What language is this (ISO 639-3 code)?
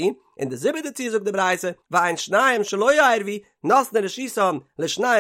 yid